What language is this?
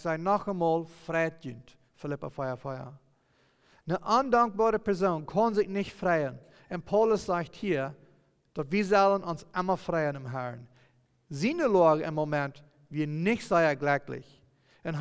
Plautdietsch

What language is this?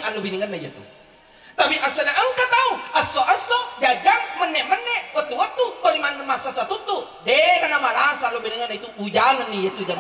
Buginese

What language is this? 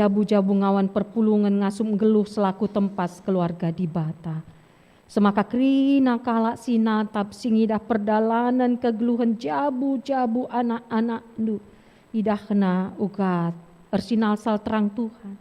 Batak Karo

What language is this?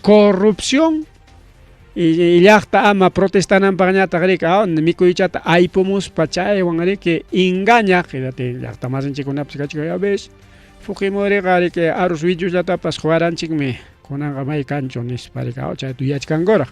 Ayacucho Quechua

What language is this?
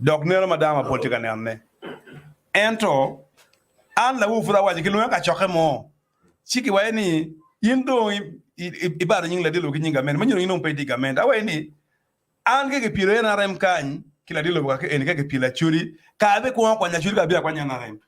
Acoli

